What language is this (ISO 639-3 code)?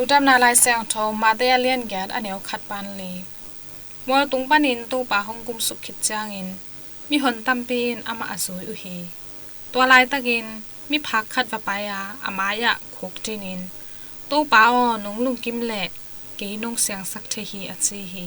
ctd